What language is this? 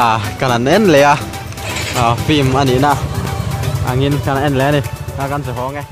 Mizo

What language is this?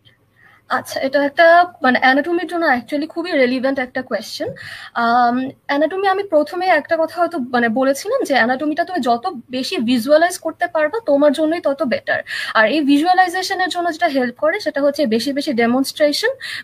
Bangla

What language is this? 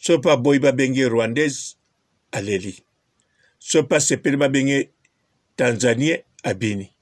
Lingala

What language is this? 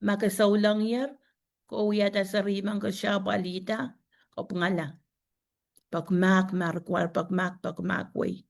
Pohnpeian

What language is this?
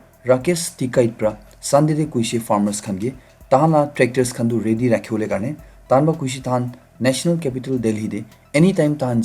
Naga Pidgin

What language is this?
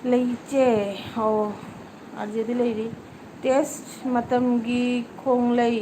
Manipuri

